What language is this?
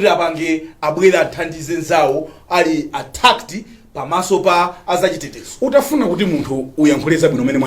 Nyanja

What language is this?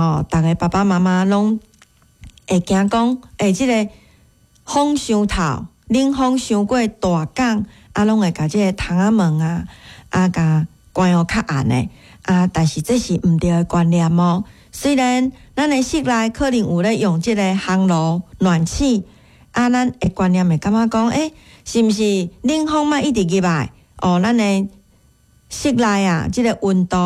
Min Nan Chinese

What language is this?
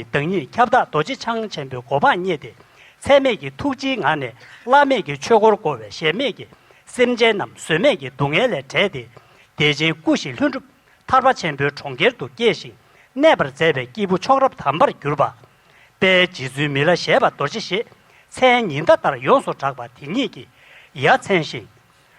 Tibetan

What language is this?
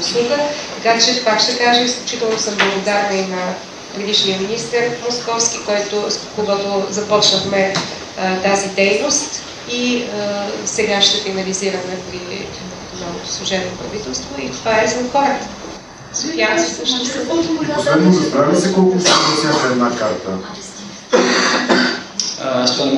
Bulgarian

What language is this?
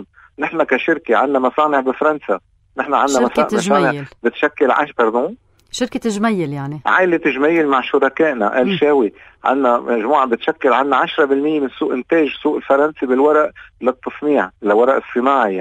North Levantine Arabic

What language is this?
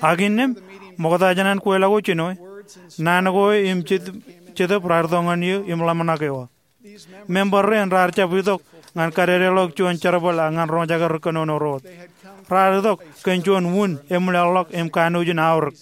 Marshallese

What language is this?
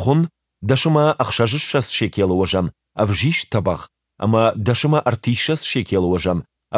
Ossetic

